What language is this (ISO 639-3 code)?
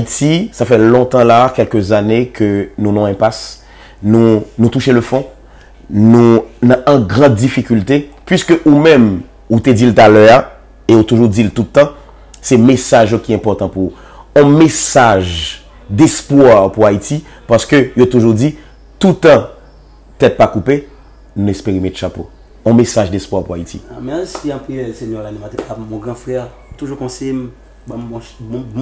hat